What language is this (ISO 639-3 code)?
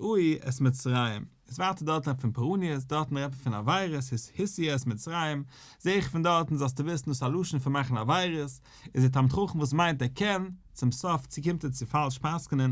yid